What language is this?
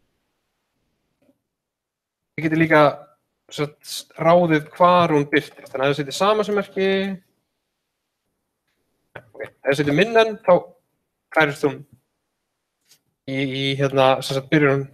Icelandic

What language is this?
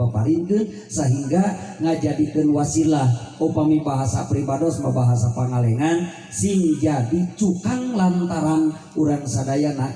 Sundanese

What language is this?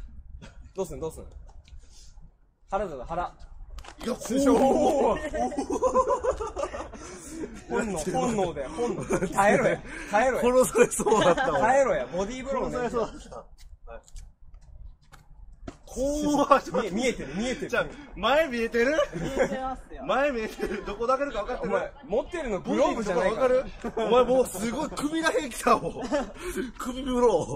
Japanese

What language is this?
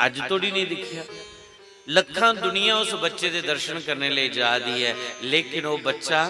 Dogri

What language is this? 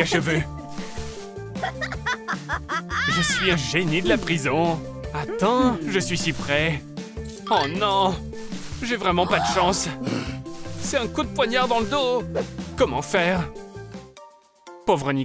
French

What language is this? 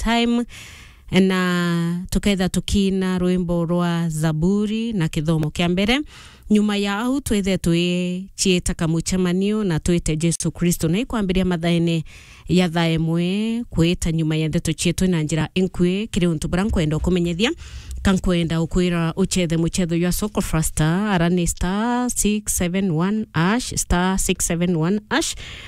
Meru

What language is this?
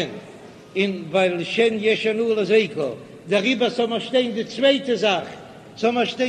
Yiddish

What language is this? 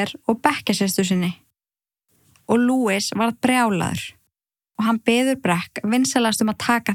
Icelandic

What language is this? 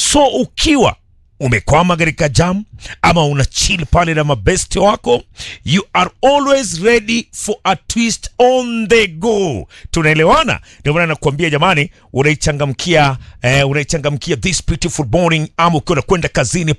Swahili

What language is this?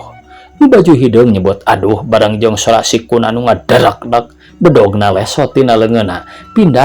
Sundanese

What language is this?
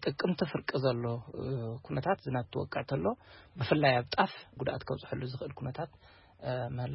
Tigrinya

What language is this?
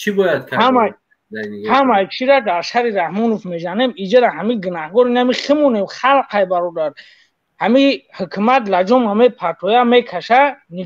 Tajik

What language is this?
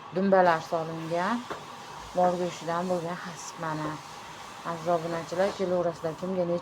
Uzbek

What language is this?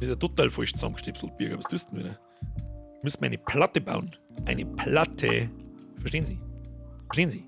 Bavarian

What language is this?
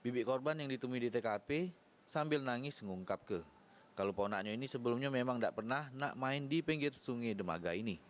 Musi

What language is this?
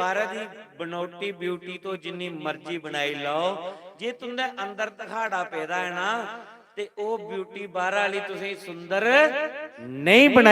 Dogri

